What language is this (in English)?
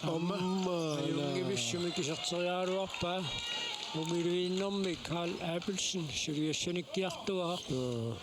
Kalaallisut